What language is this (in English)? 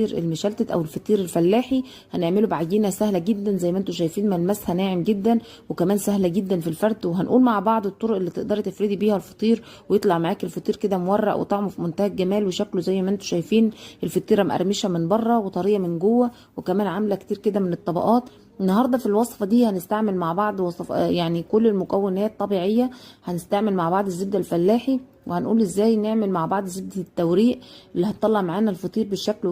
Egyptian Arabic